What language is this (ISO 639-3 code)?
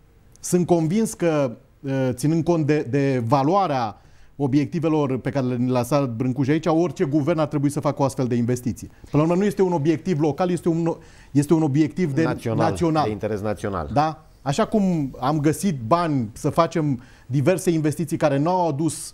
ron